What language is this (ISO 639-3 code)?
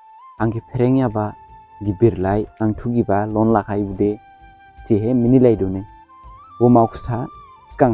dis